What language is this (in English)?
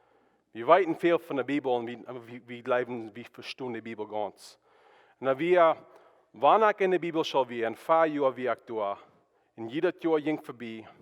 Plautdietsch